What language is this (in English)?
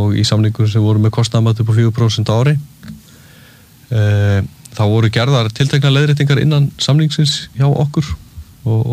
Icelandic